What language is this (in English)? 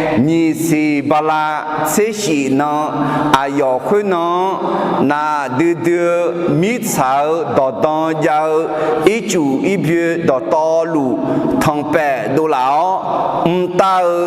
Akha